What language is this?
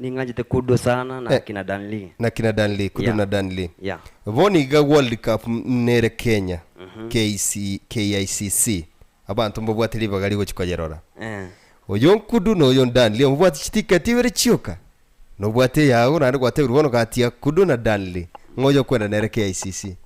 Gusii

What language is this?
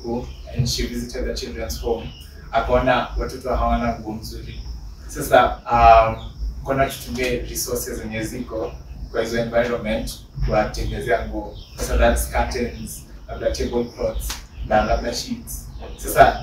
Swahili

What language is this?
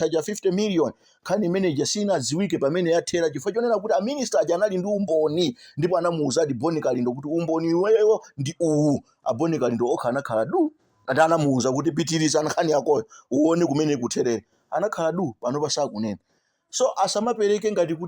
Nyanja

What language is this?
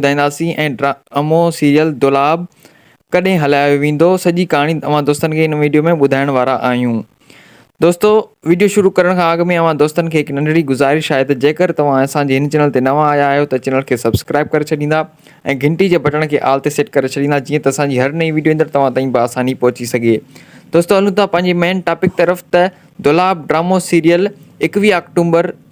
Sindhi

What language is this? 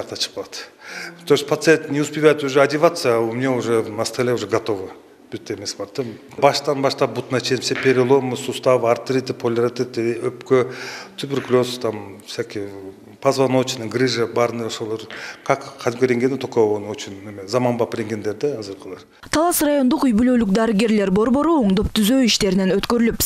Kyrgyz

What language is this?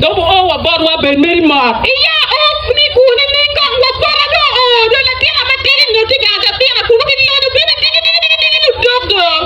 Acoli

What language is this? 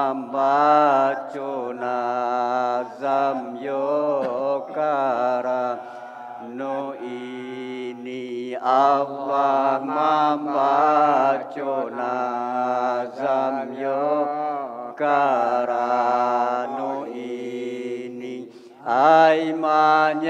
Minangkabau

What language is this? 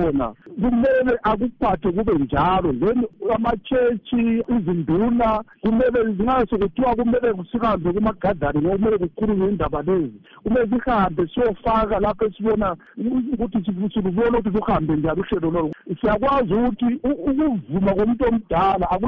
North Ndebele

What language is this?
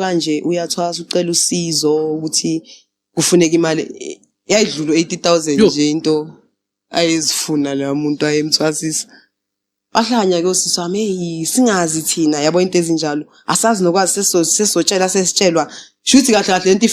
Zulu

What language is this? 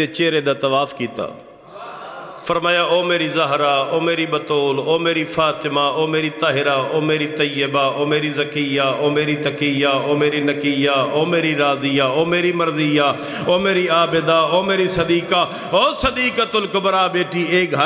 Western Panjabi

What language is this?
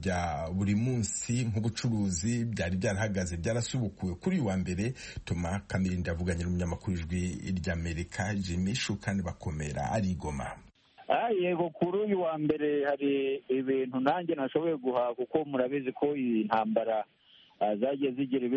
Kinyarwanda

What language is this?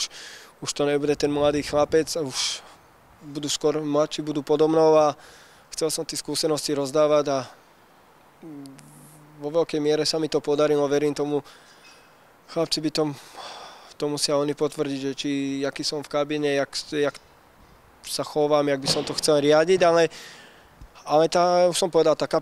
Slovak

